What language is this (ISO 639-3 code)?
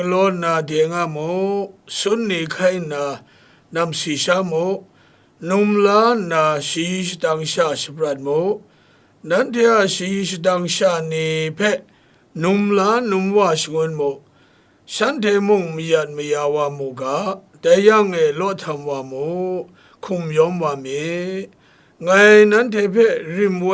kac